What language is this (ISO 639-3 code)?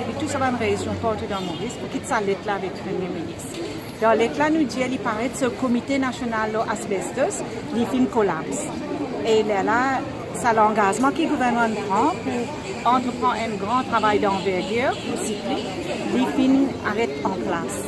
mfe